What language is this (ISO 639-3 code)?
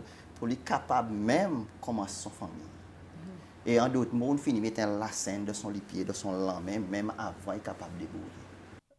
crs